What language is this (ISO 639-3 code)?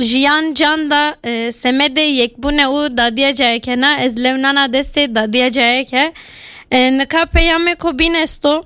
kur